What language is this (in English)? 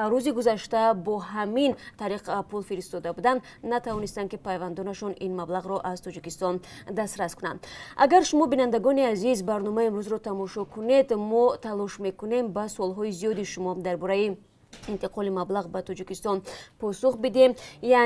Tajik